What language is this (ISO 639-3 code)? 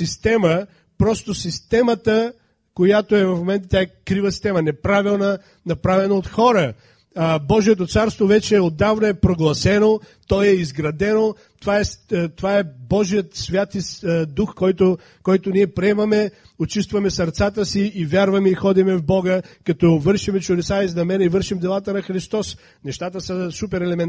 bul